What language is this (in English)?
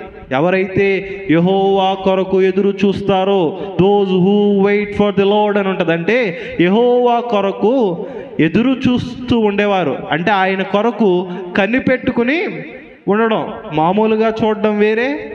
Telugu